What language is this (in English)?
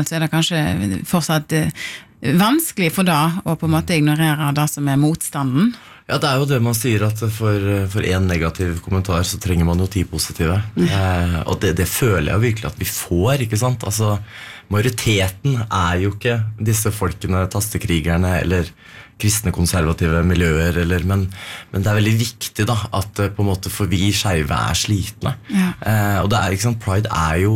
Norwegian